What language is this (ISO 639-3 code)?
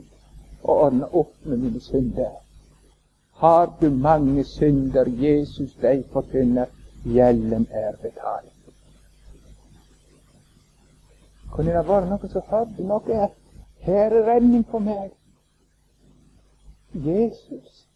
nor